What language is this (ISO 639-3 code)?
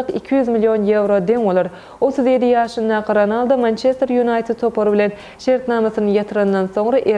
tuk